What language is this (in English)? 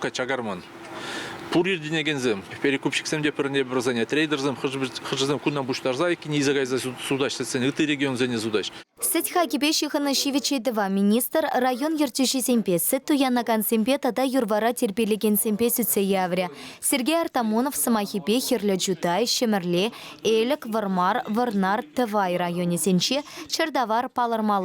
Chuvash